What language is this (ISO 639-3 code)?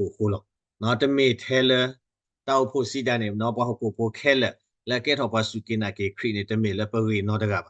ksw